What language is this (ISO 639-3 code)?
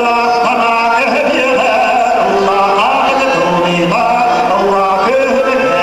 sah